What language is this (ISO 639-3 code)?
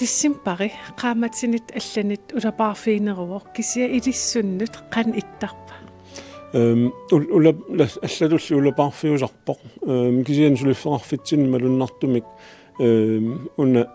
kal